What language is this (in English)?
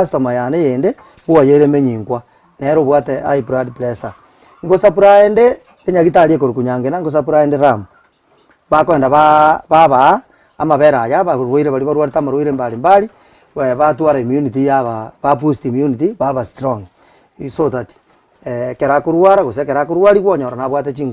Gusii